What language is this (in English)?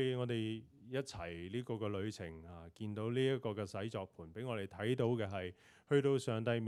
Cantonese